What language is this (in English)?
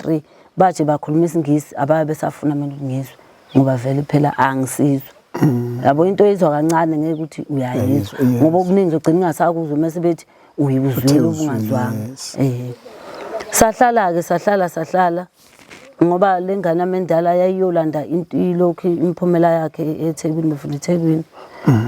Zulu